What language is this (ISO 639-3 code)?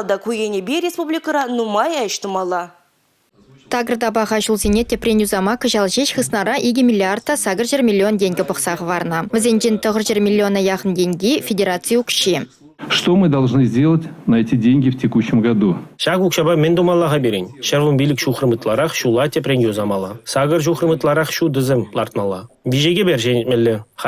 chv